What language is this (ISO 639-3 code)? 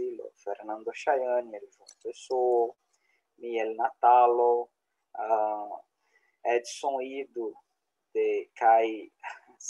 epo